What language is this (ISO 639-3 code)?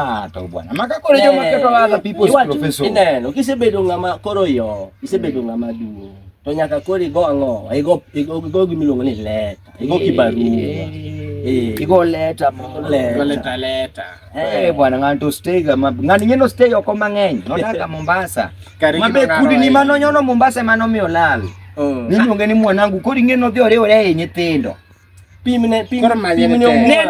luo